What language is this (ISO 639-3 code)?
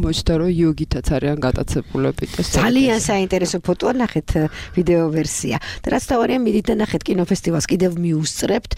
kat